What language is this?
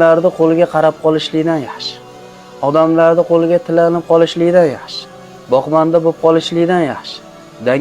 Uzbek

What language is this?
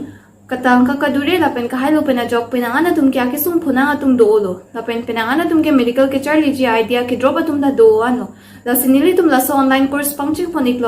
Karbi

